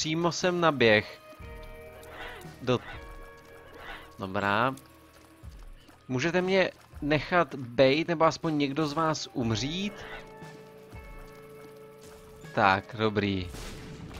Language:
Czech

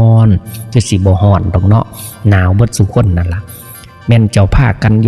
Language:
Northeastern Thai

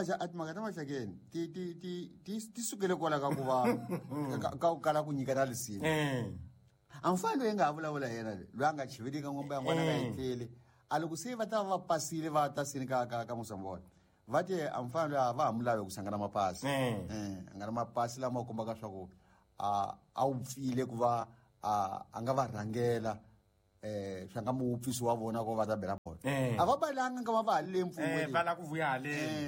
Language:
Tsonga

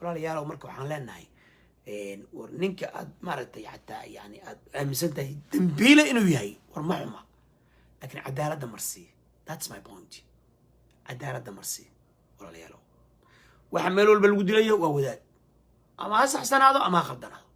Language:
Somali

